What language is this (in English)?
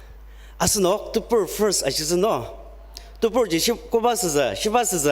Ao Naga